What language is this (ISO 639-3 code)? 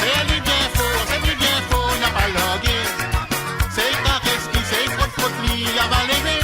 mfe